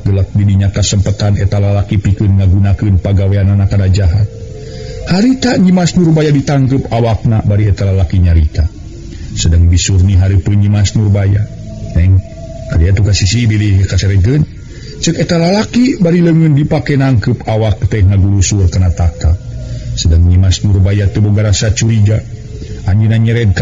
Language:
Sundanese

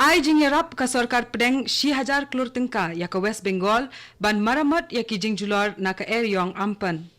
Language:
Khasi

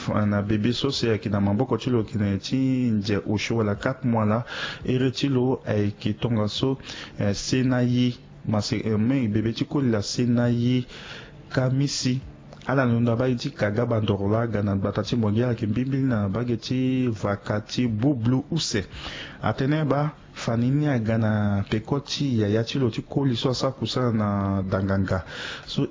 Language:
Sango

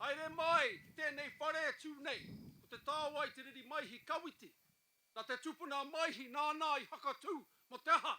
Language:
Māori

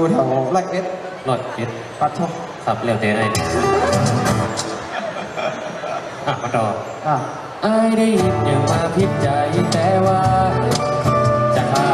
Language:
Thai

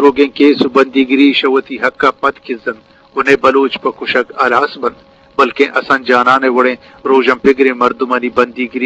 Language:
Eastern Balochi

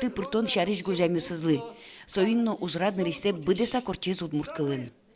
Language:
Udmurt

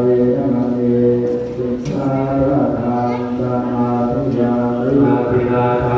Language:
Pali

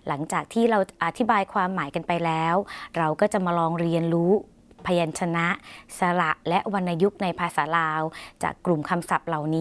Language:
Thai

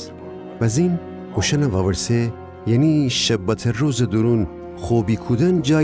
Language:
Gilaki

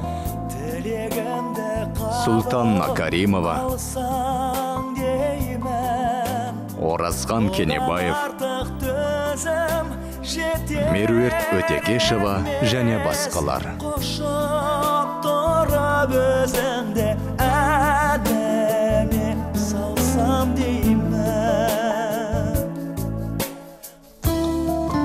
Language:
Kazakh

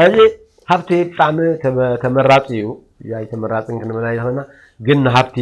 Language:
Tigrinya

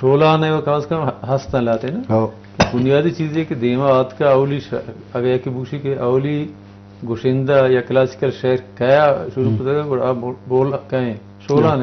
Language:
Eastern Balochi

